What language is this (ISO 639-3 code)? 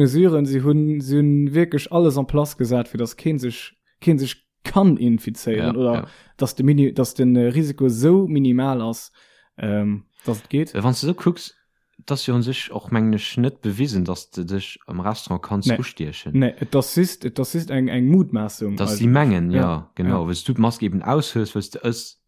ltz